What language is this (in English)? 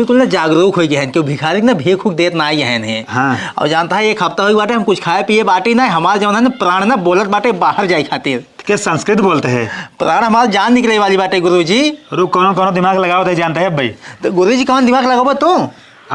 Awadhi